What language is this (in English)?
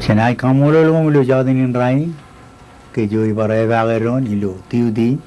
Marshallese